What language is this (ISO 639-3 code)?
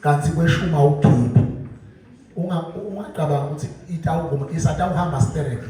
zul